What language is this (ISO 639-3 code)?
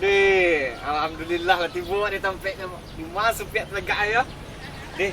min